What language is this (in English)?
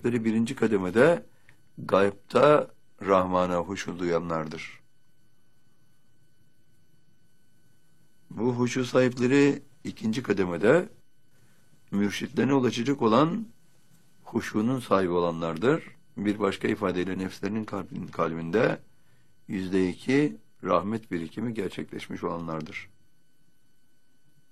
Turkish